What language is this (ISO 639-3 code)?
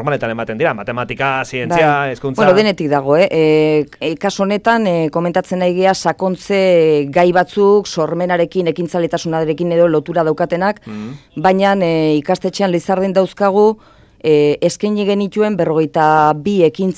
eus